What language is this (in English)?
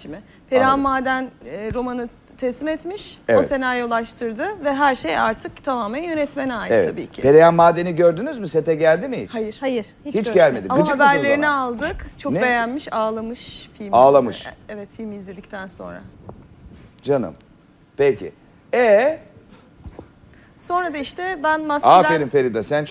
Turkish